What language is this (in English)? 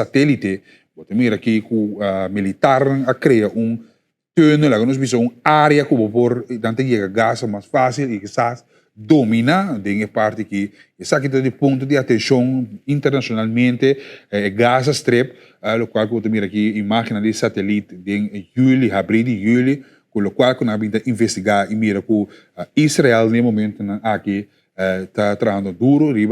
Papiamento